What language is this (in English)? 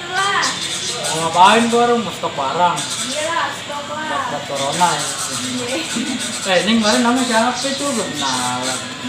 Betawi